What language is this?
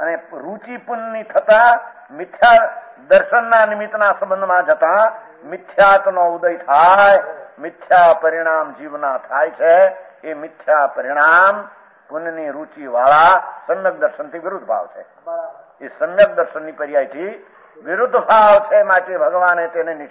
Gujarati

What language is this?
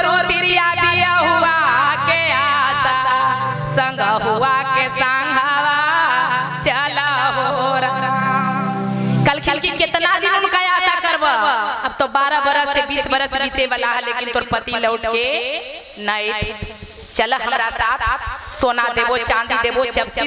Magahi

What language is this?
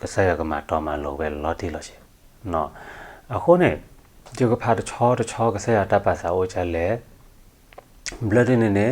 S'gaw Karen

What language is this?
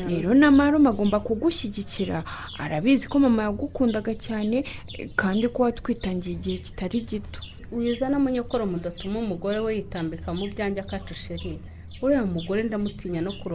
Kinyarwanda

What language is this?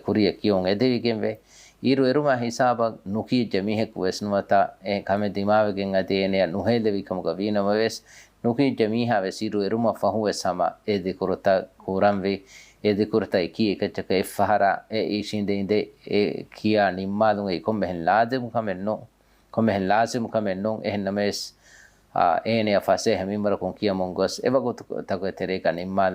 Divehi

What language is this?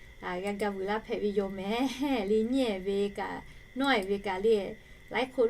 Lahu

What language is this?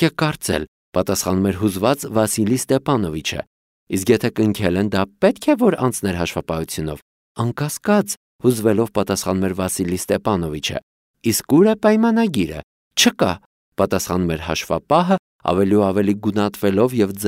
Armenian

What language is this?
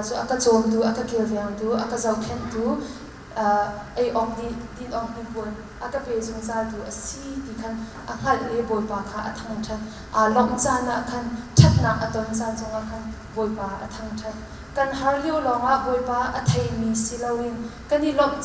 Hakha Chin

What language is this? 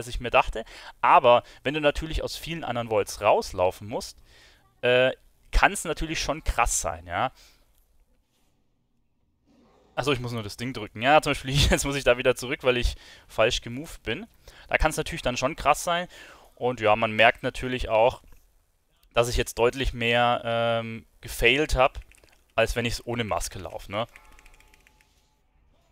German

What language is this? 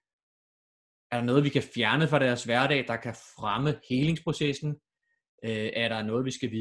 Danish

